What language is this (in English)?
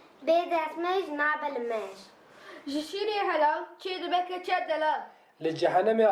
Kurdish